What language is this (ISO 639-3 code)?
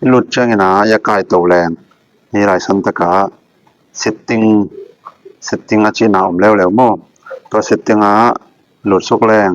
ctd